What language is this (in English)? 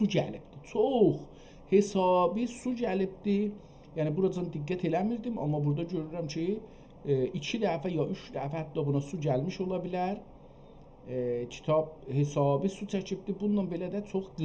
South Azerbaijani